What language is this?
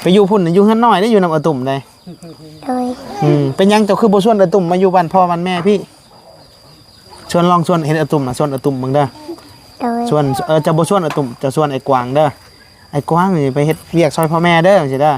Northeastern Thai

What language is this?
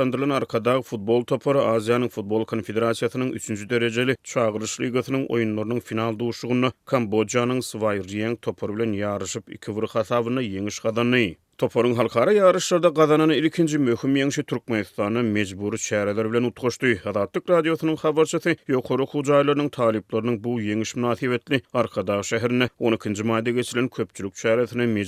Turkmen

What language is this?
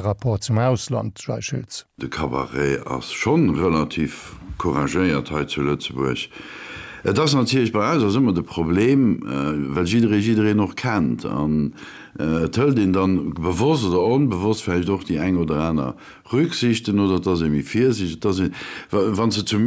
Luxembourgish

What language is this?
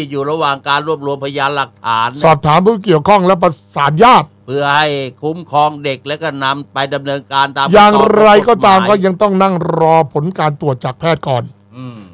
Thai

